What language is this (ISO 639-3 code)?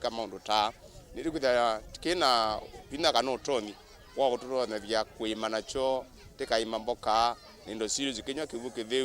kam